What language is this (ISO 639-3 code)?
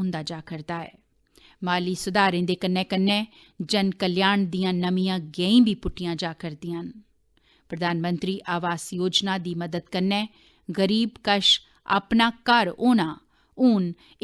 doi